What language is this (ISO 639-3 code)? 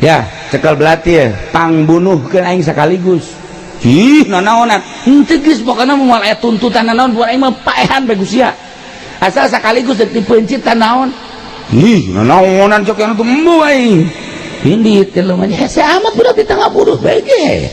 sun